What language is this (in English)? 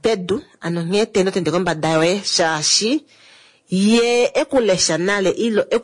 Kuanyama